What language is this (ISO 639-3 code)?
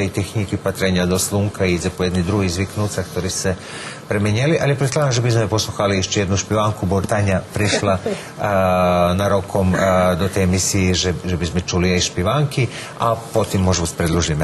rue